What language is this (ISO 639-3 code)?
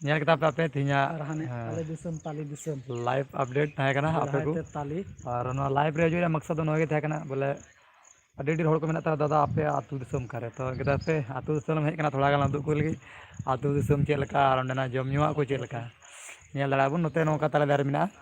sat